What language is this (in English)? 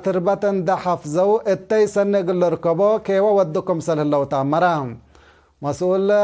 Tigre